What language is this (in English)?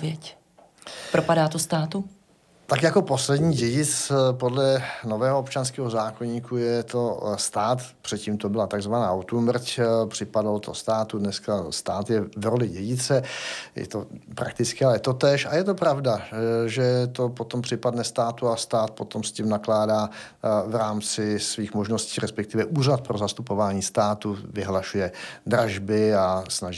Czech